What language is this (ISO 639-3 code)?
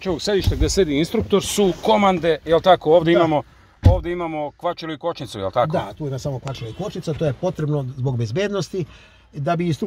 srp